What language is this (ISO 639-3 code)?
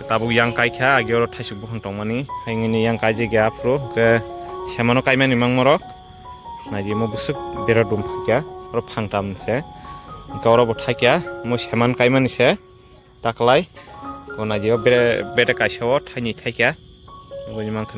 trp